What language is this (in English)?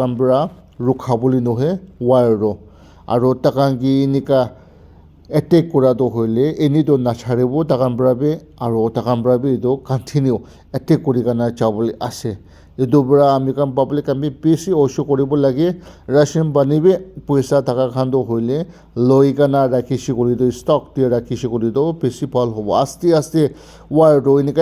Naga Pidgin